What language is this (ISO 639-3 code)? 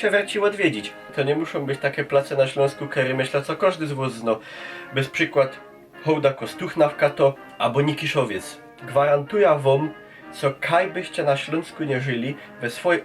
szl